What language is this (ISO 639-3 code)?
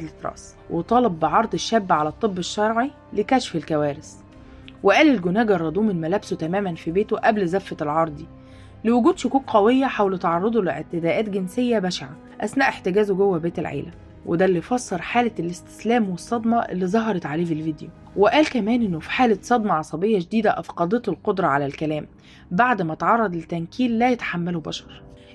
arz